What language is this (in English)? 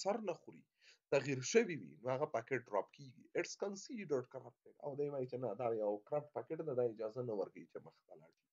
Pashto